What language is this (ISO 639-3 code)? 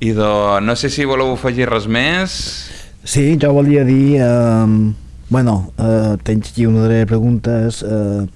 cat